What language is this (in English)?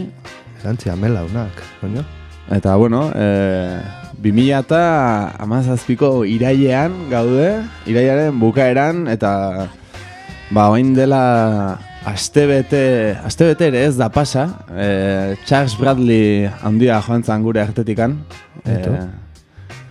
Basque